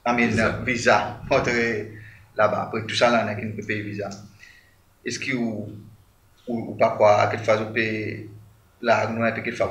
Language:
Seselwa Creole French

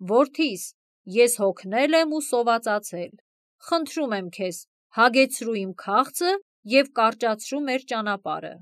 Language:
Armenian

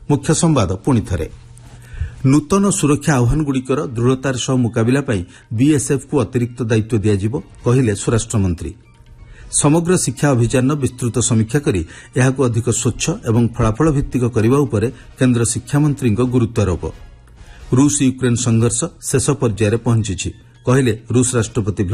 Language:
Odia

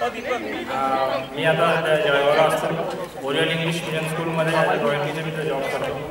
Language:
Marathi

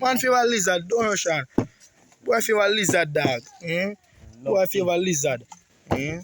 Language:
Jamaican Creole English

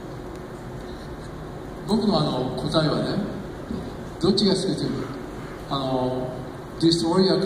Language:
Japanese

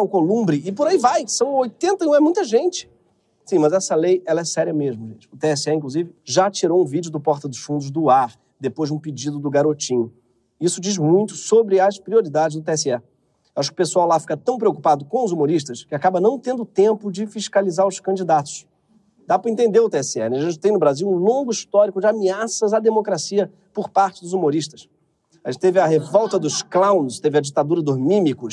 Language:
Portuguese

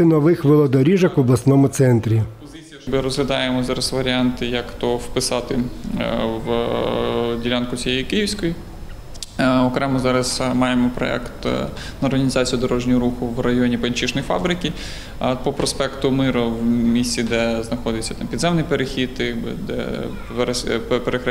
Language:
Ukrainian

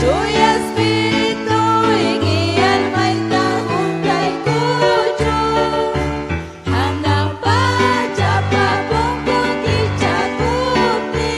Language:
Ayacucho Quechua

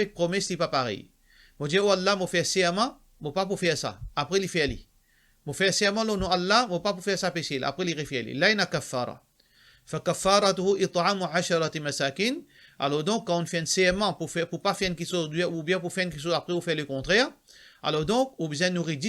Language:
Morisyen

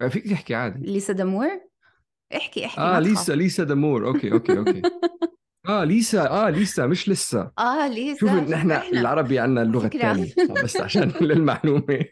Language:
North Levantine Arabic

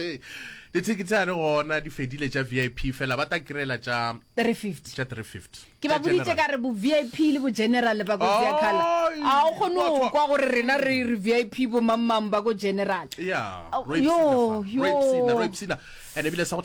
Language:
Northern Sotho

